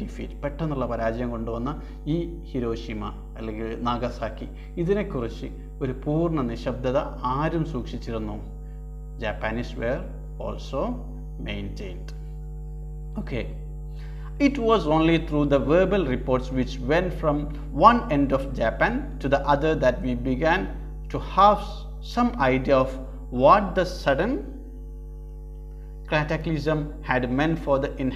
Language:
Malayalam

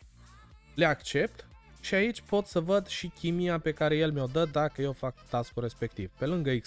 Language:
Romanian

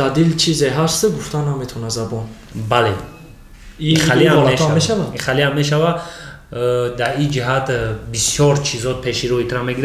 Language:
Tajik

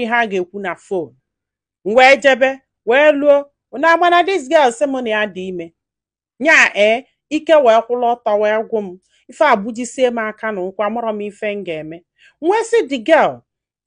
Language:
Igbo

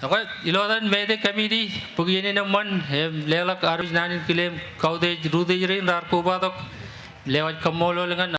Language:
Marshallese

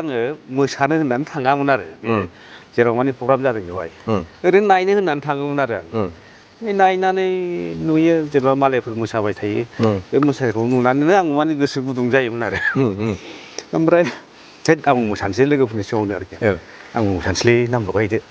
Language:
Bodo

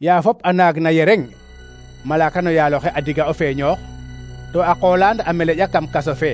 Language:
Serer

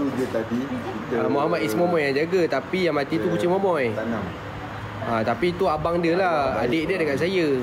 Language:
Malay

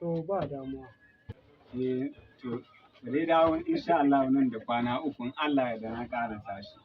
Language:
Hausa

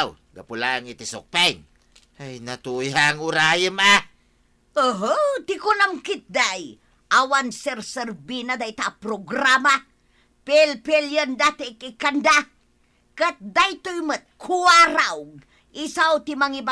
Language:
Iloko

